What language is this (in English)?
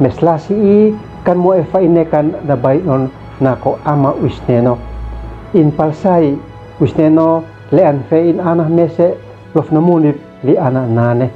Uab Meto